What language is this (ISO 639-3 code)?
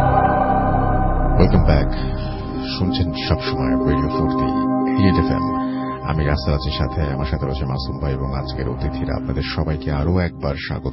ben